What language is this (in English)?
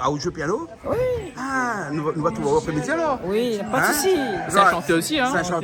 Réunion Creole French